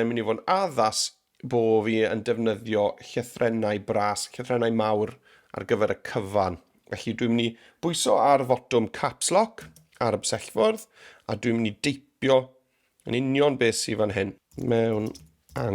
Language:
Welsh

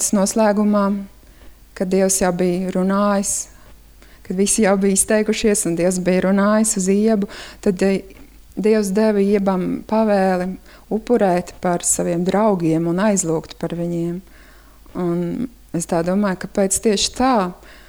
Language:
Latvian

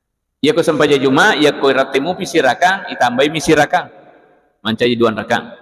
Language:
Buginese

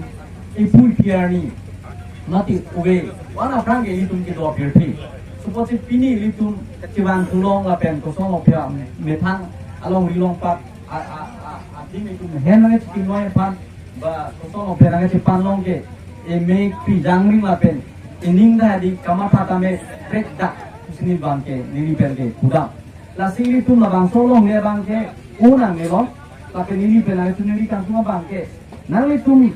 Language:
Karbi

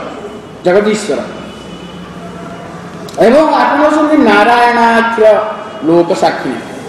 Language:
Odia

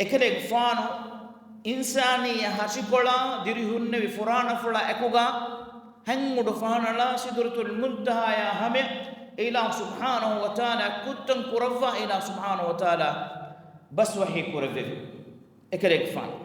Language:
Divehi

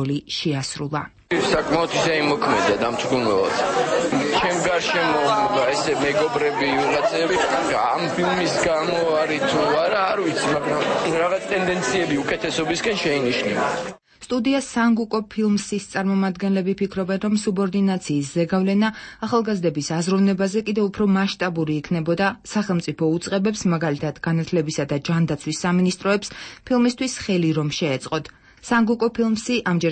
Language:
Georgian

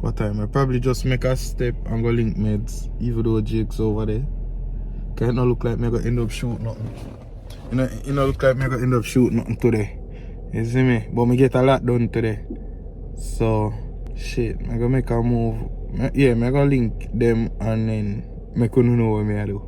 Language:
Jamaican Creole English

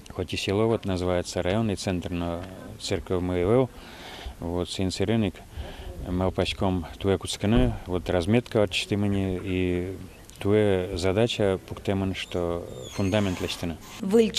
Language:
Udmurt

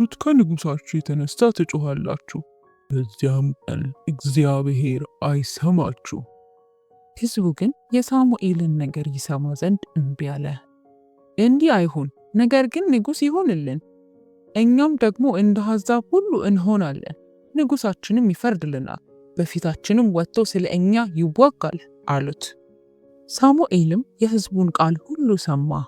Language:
Amharic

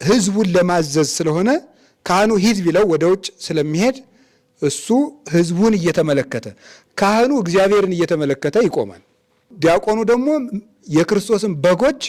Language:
Amharic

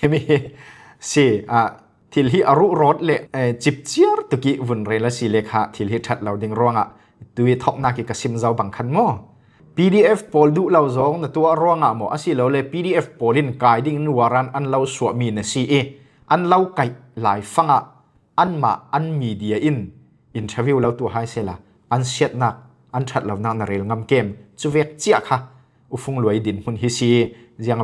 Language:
Falam Chin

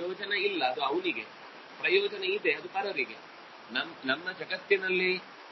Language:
Kannada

